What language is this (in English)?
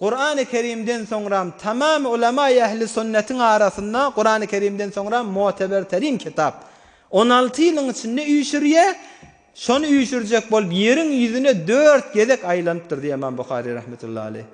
Turkmen